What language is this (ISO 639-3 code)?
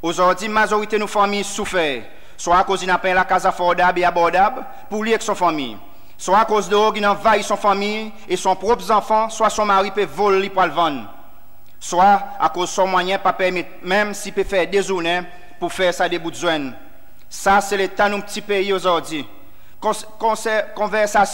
crs